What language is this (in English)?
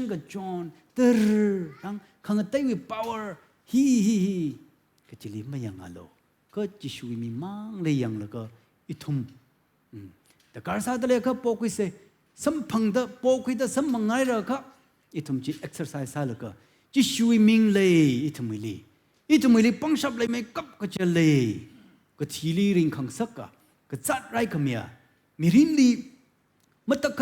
Tangkhul Naga (India)